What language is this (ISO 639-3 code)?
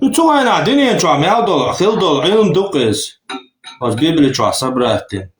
che